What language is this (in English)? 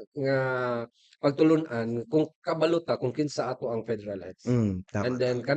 Cebuano